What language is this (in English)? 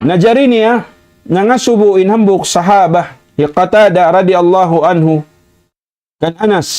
Tausug